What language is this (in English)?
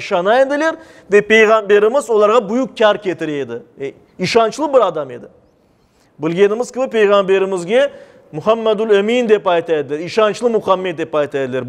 Crimean Tatar